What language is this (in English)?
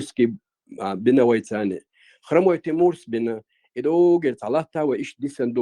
Chechen